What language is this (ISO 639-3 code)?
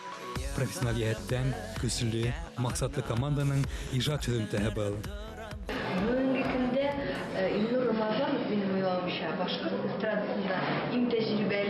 bak